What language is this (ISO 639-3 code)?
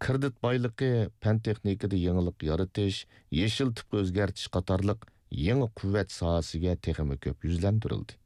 uig